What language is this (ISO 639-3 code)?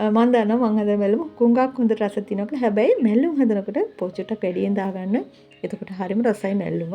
sin